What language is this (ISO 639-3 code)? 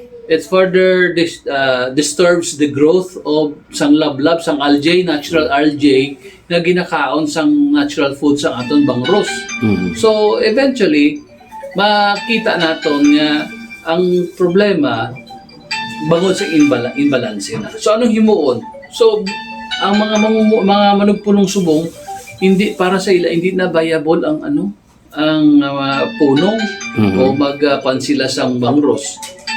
hil